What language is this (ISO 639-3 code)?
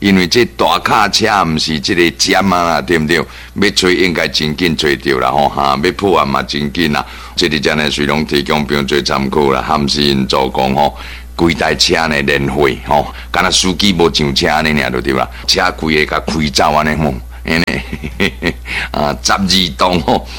nan